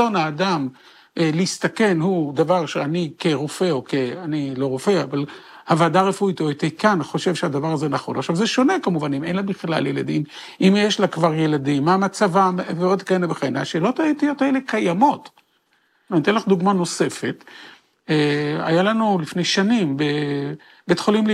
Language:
Hebrew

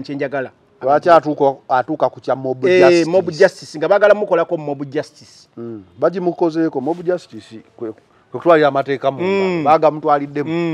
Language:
Ganda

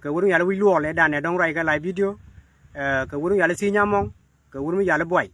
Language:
Nuer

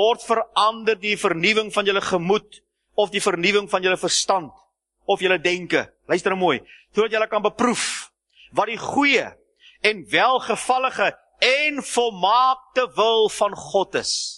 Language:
Afrikaans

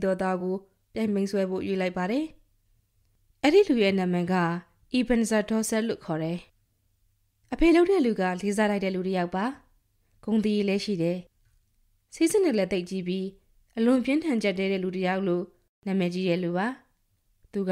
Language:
Burmese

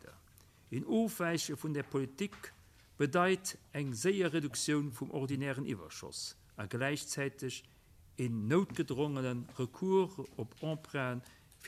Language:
Luxembourgish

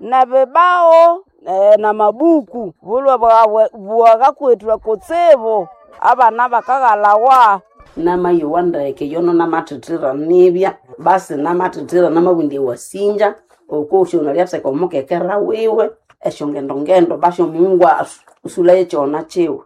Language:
Nande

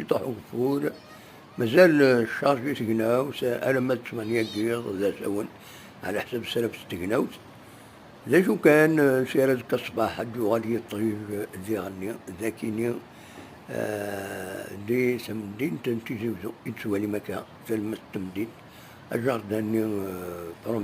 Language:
Kabyle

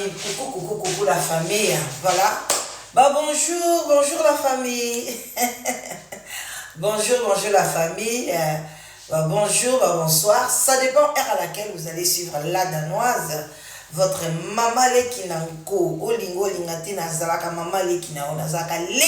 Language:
Lingala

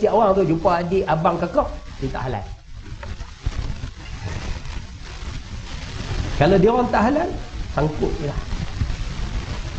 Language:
Malay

